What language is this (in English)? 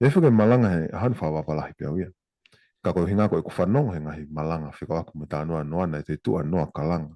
Tongan